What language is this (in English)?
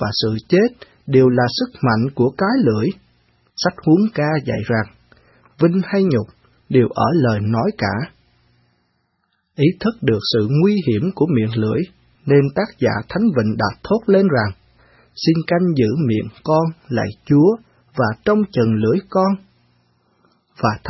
Vietnamese